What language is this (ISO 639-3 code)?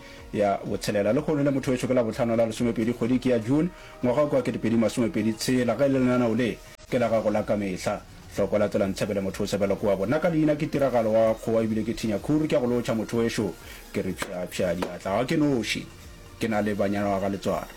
nso